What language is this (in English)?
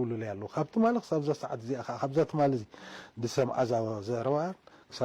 Tigrinya